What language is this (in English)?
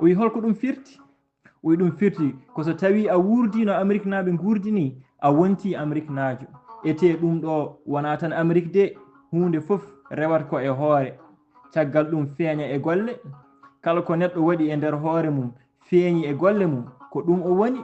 Fula